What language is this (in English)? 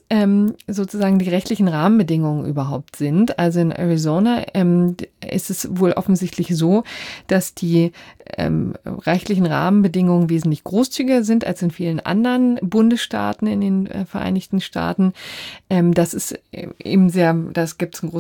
German